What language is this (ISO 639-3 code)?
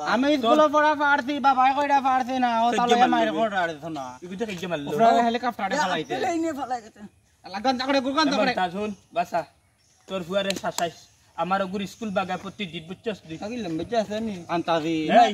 syl